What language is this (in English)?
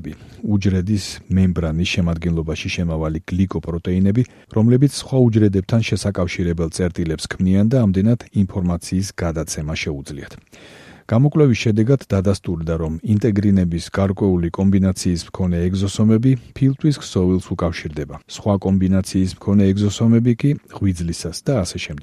Georgian